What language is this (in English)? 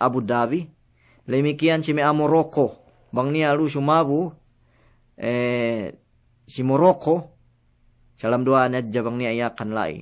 Yakan